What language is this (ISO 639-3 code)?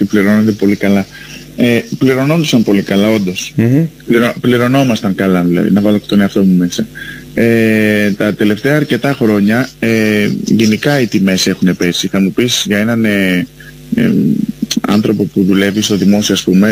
ell